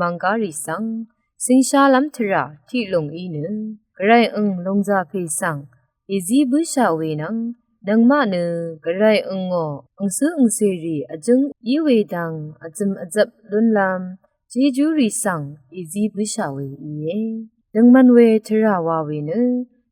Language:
Rawang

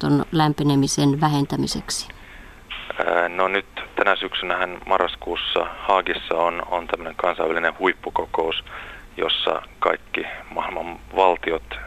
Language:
Finnish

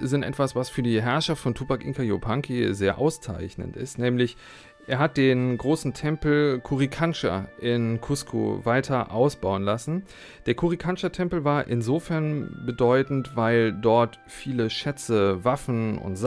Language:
German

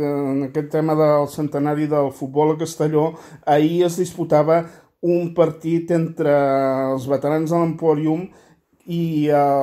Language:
Catalan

